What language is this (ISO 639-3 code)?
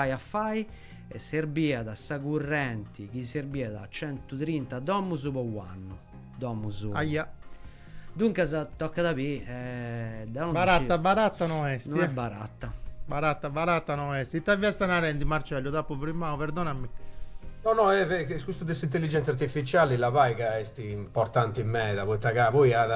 srd